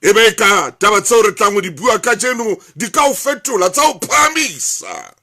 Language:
Southern Sotho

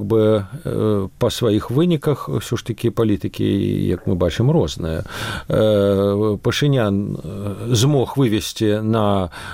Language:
Belarusian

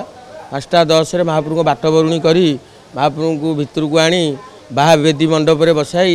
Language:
Odia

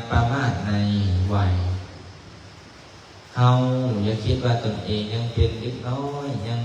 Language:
Lao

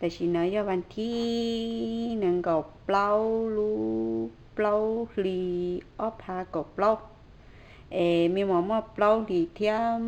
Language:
Hmong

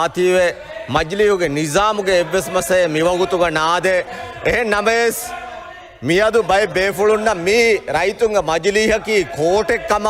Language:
Divehi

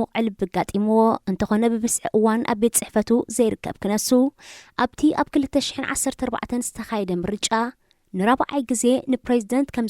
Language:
Tigrinya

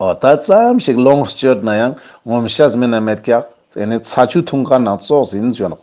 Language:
Ladakhi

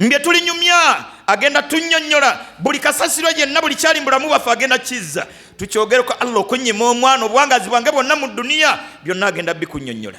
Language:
Ganda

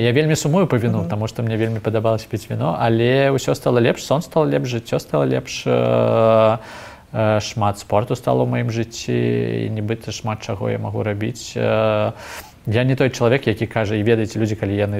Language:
Belarusian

